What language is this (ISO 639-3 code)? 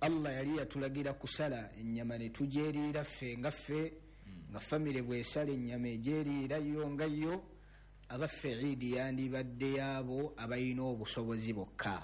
lug